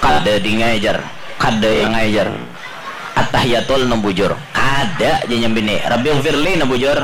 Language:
Banjar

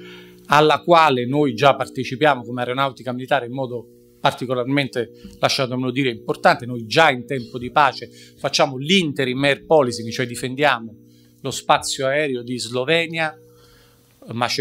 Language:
Italian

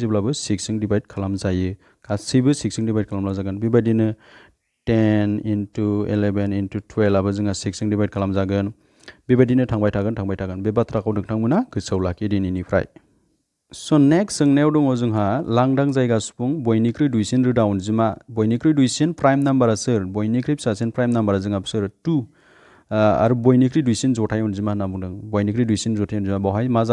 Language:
Bodo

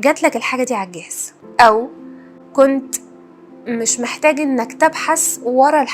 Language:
Egyptian Arabic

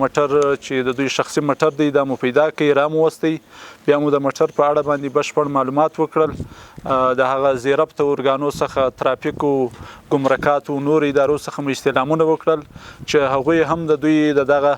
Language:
Pashto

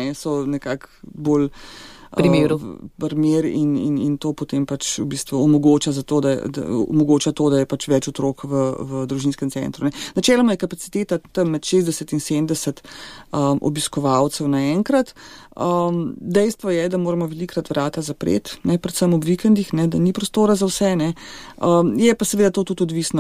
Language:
Slovenian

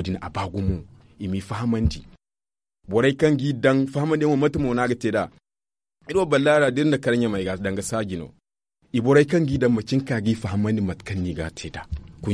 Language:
Zarma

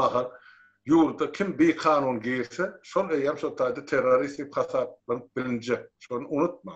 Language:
Turkmen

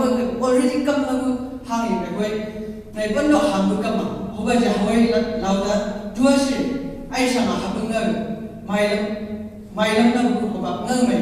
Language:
Chang Naga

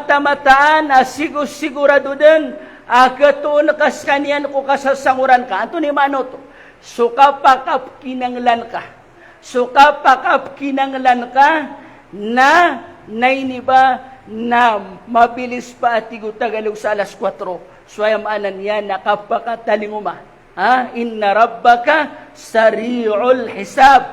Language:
Maranao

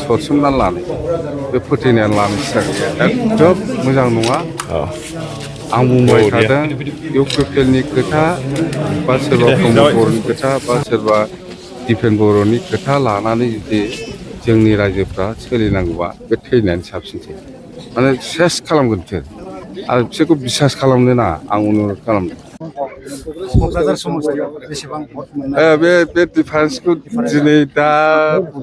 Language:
Bodo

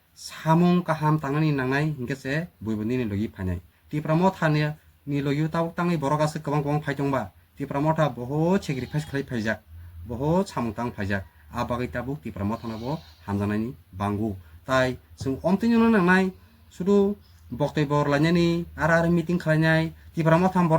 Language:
Kok Borok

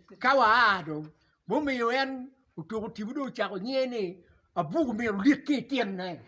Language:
Acoli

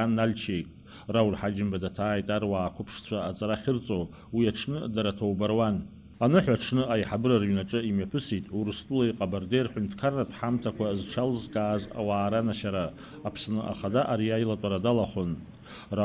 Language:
Abkhazian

